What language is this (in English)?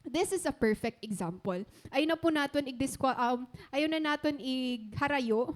Waray